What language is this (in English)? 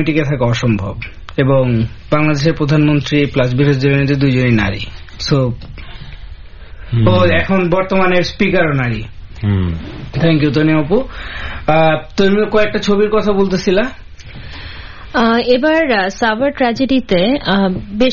Bangla